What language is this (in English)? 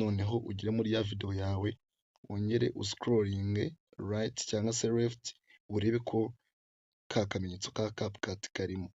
Kinyarwanda